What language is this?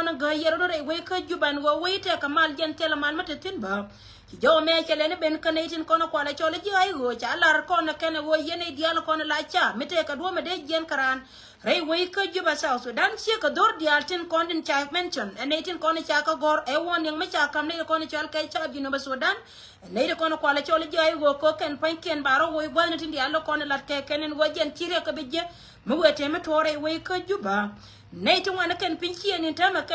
Nuer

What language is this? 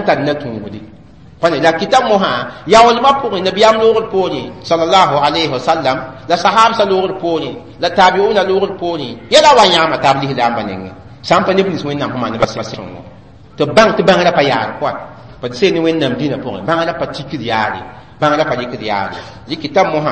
Mossi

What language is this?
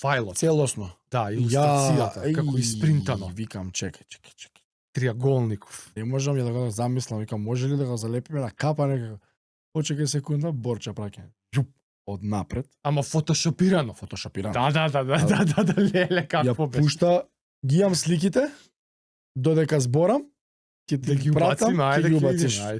Macedonian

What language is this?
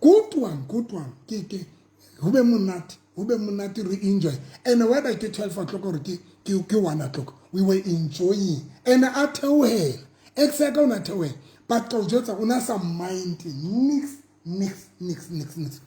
Southern Sotho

